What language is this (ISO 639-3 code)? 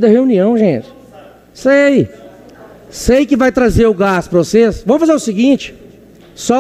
por